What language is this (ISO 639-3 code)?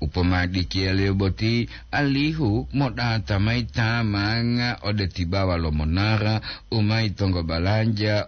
gor